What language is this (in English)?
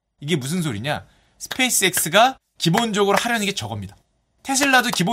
Korean